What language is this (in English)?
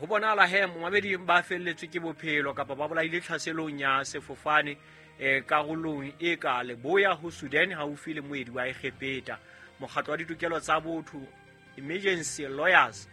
Southern Sotho